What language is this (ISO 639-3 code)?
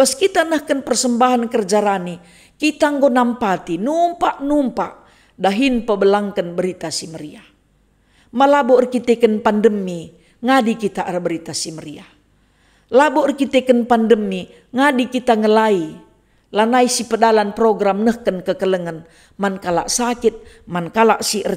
btx